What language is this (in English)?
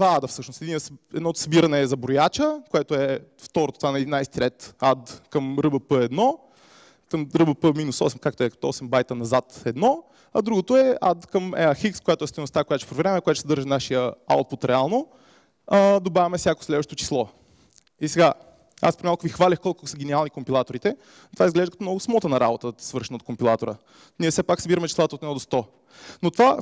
Bulgarian